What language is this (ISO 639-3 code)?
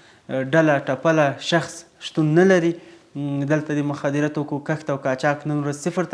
pus